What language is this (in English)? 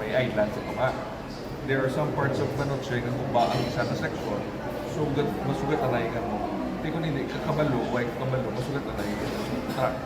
Hiligaynon